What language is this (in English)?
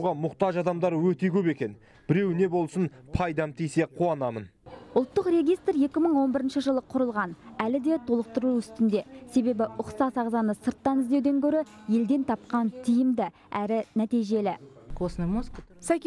Kazakh